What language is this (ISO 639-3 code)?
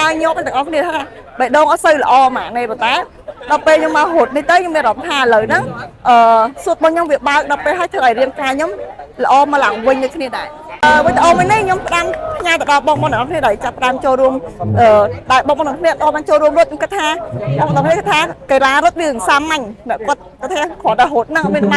khm